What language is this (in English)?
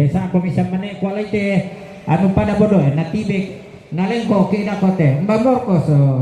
Toraja-Sa'dan